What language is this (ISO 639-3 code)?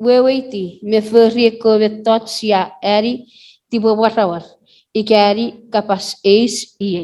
chk